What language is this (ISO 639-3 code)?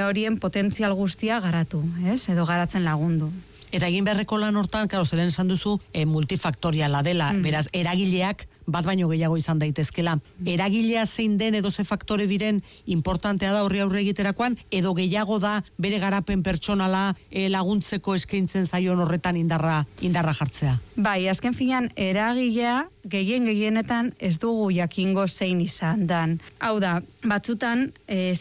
eus